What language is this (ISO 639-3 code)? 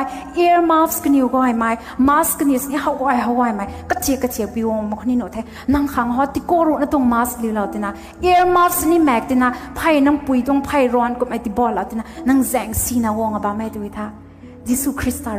nbu